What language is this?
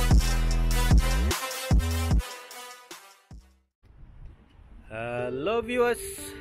Bangla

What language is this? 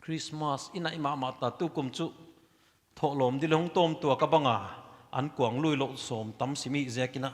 Paite Chin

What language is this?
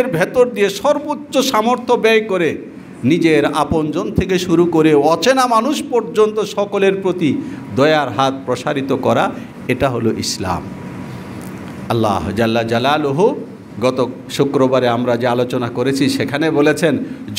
Bangla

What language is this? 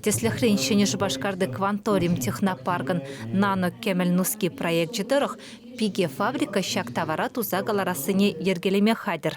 Chuvash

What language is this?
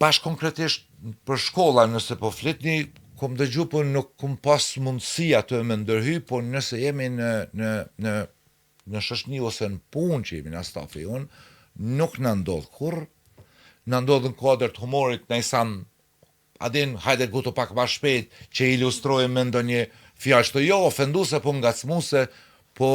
Albanian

